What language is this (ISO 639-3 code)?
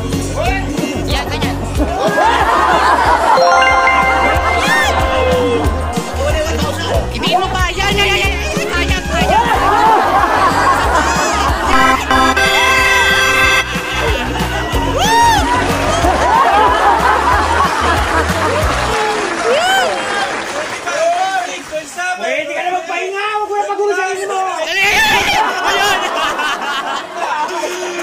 fil